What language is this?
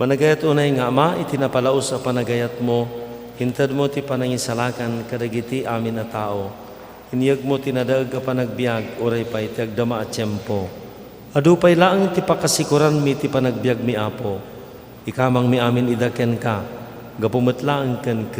Iloko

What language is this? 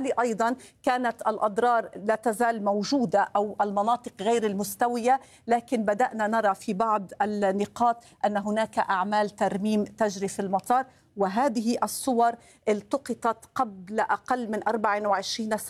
Arabic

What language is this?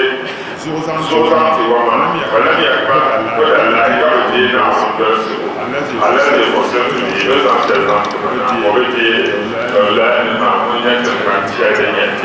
Dagbani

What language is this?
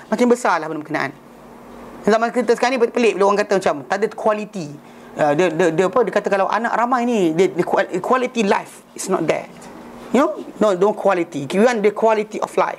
Malay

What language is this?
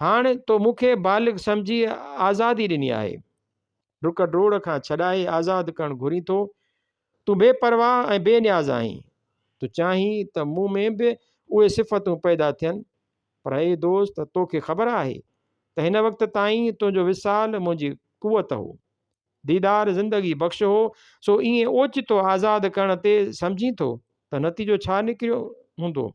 Sindhi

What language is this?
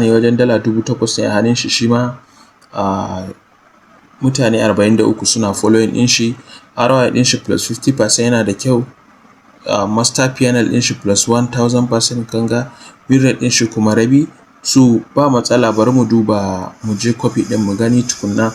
Hausa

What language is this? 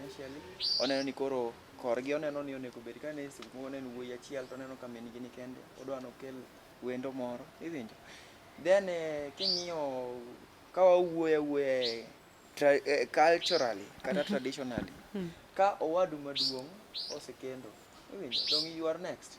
Luo (Kenya and Tanzania)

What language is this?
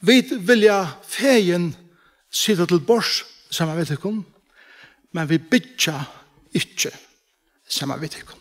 Faroese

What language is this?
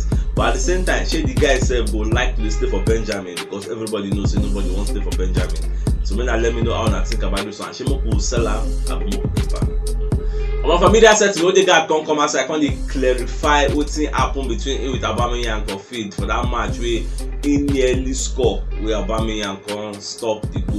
Nigerian Pidgin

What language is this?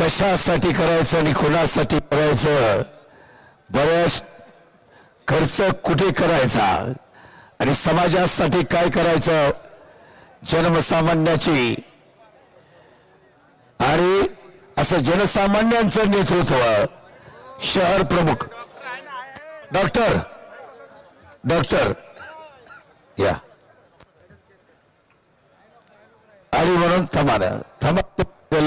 Marathi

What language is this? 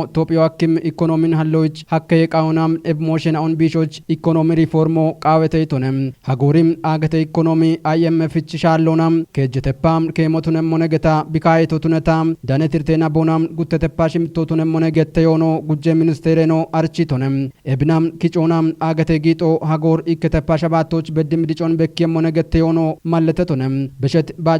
Kafa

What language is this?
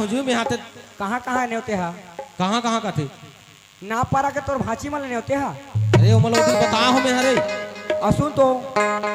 Chhattisgarhi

